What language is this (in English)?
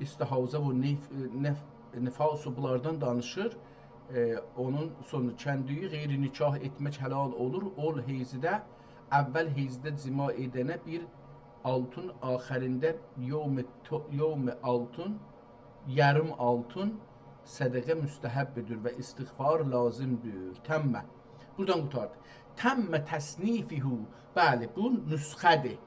South Azerbaijani